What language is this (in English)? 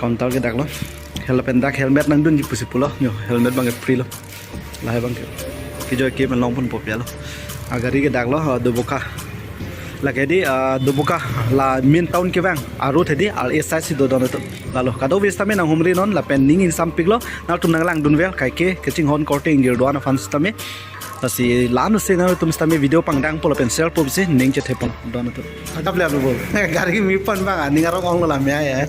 Karbi